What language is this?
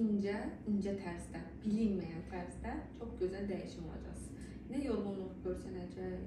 Azerbaijani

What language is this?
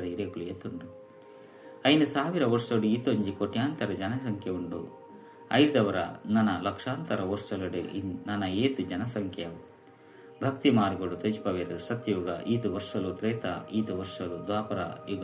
Tulu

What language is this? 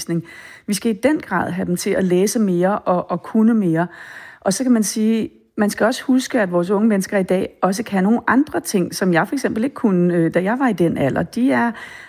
Danish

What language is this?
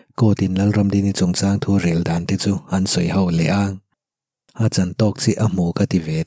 Mizo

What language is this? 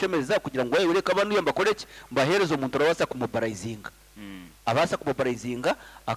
Nyankole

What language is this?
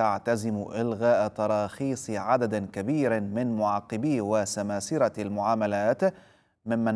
Arabic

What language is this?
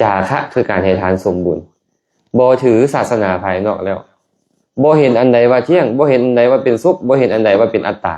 Lao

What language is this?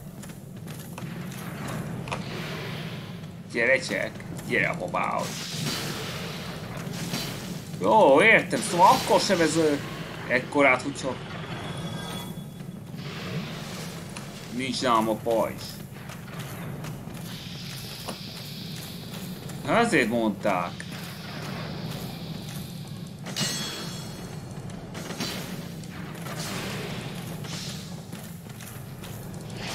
Hungarian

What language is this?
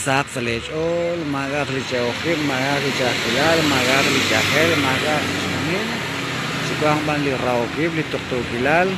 Kekchí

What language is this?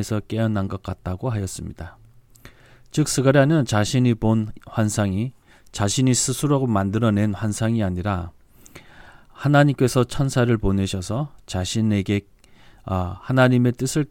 Korean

